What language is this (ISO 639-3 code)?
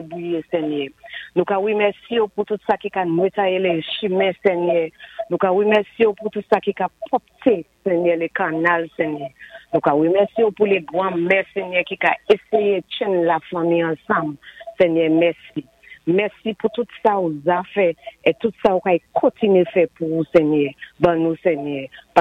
acf